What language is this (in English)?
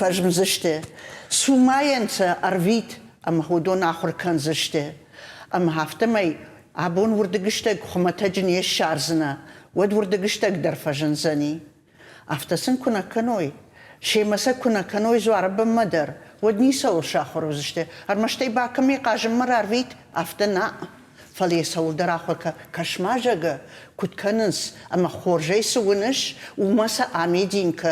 Ossetic